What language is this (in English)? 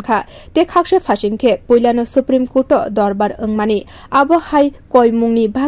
Kok Borok